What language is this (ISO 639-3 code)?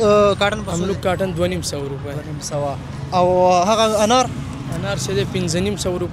pus